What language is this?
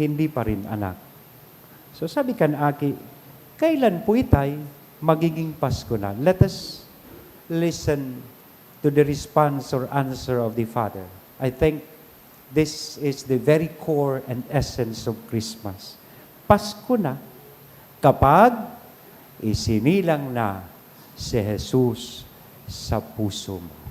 Bikol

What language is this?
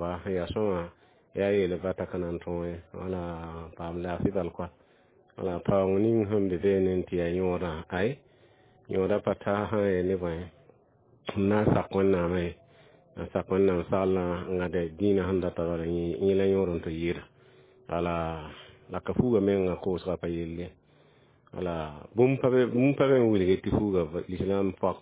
Mossi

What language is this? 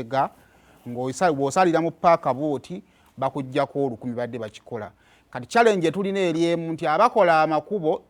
Ganda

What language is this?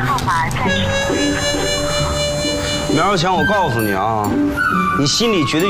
Chinese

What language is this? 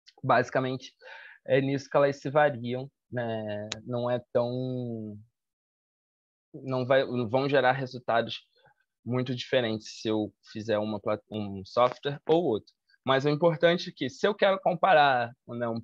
Portuguese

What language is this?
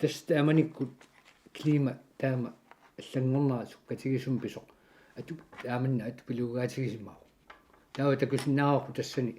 Kalaallisut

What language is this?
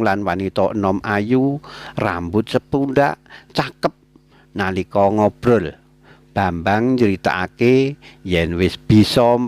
Javanese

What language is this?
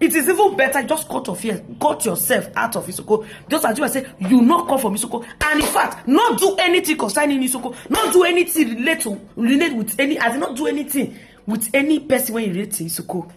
Nigerian Pidgin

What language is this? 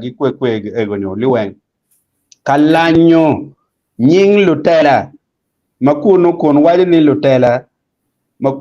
Acoli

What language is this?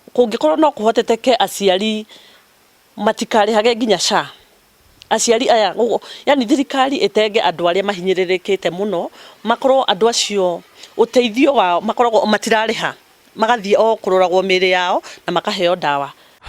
Kikuyu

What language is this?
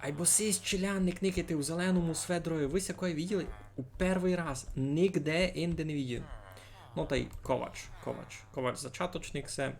Rusyn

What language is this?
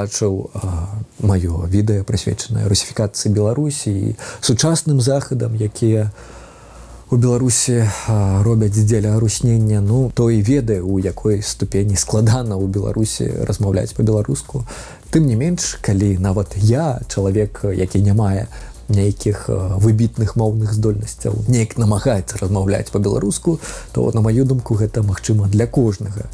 Belarusian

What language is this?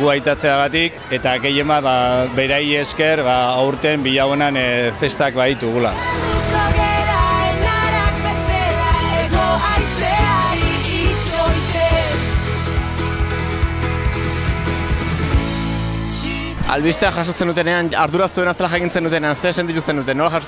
Basque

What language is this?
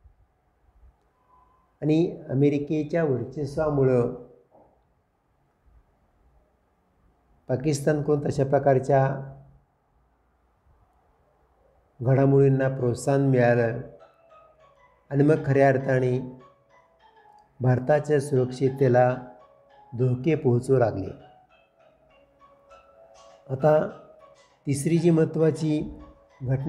Marathi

